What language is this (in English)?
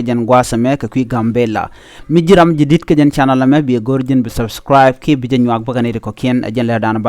Nuer